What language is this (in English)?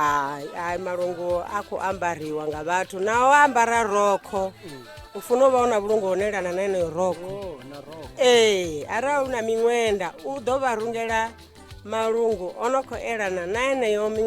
Venda